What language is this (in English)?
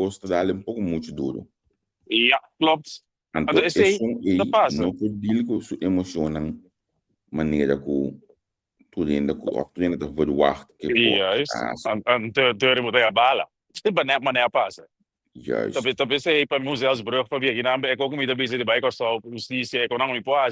Papiamento